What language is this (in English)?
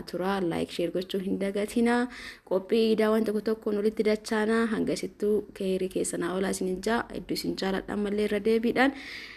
Oromo